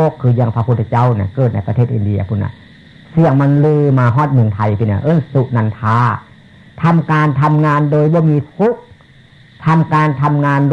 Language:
Northeastern Thai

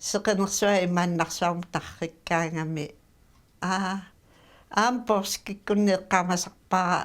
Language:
Kalaallisut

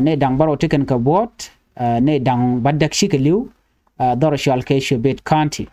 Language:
Nuer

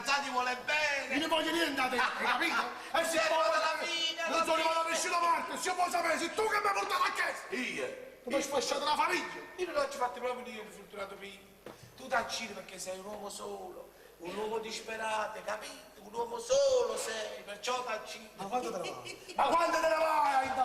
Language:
Neapolitan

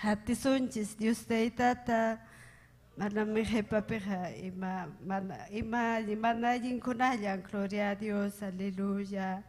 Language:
Ayacucho Quechua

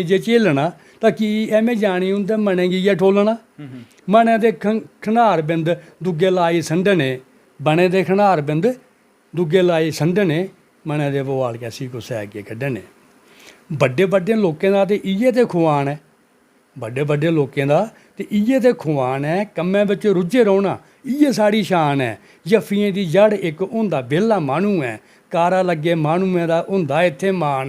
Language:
Dogri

